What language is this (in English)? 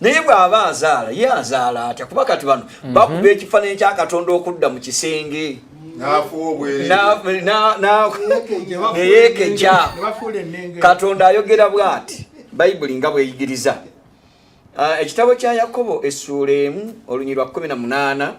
Ganda